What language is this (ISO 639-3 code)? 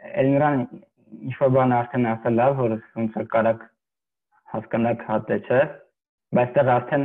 hye